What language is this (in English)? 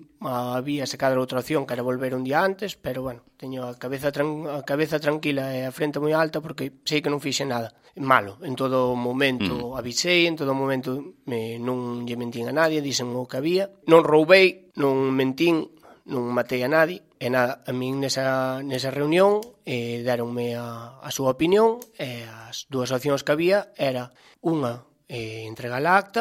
Galician